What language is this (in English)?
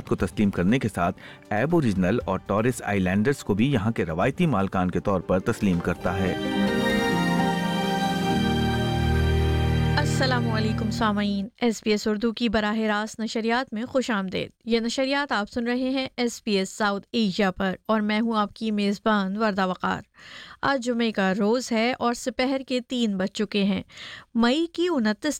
Urdu